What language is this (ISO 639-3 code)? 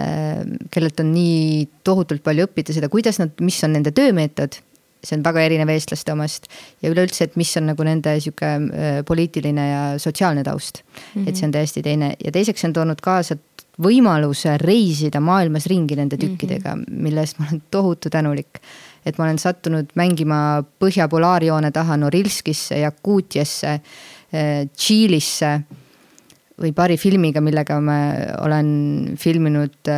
est